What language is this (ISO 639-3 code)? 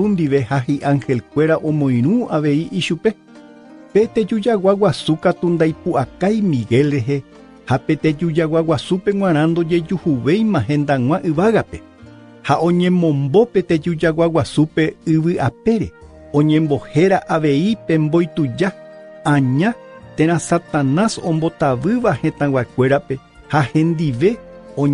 grn